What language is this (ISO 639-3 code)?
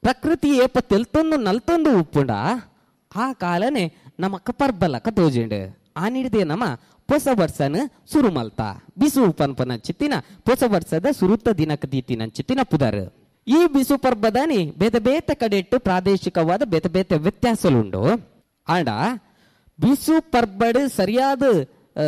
tcy